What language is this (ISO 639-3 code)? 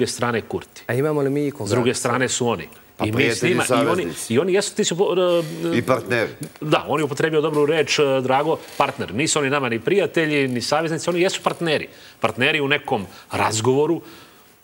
srp